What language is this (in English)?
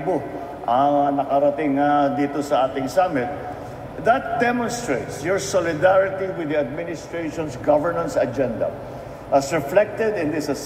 Filipino